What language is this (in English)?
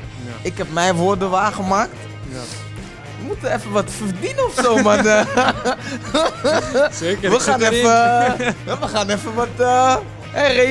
Dutch